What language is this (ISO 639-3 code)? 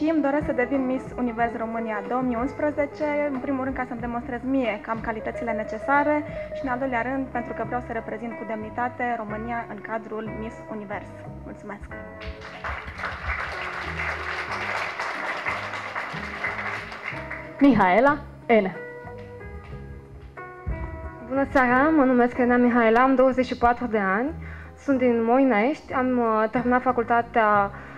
ron